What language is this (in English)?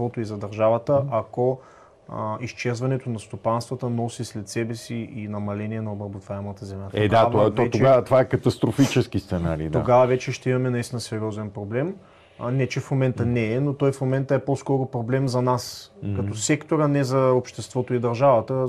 Bulgarian